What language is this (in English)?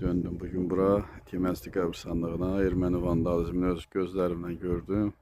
Azerbaijani